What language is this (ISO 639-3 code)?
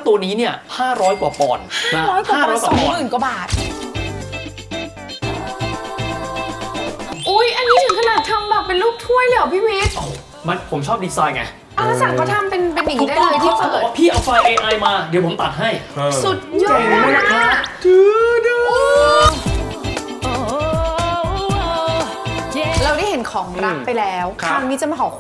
tha